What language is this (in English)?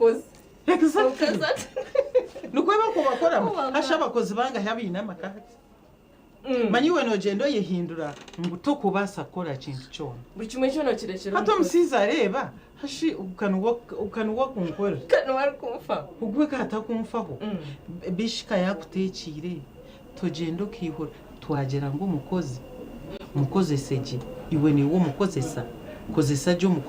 Nyankole